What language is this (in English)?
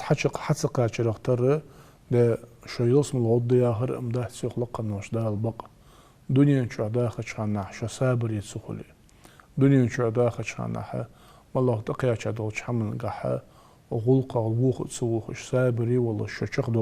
Ingush